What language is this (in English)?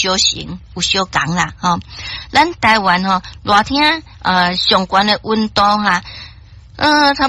Min Nan Chinese